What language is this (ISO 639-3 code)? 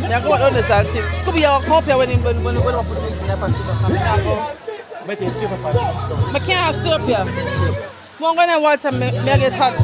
jam